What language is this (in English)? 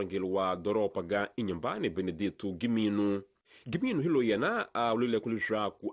Tsonga